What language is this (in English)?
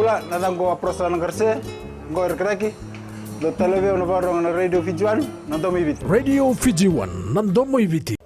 Fijian